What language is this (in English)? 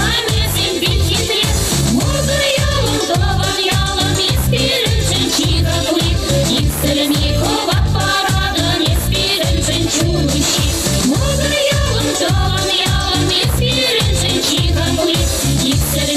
Chuvash